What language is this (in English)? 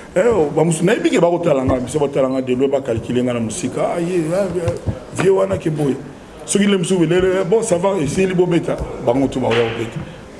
Lingala